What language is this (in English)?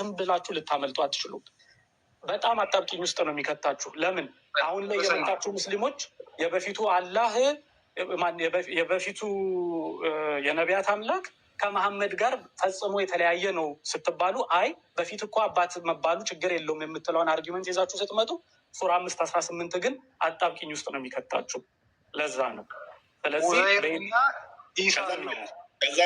Amharic